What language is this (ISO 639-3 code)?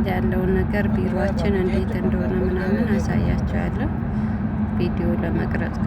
amh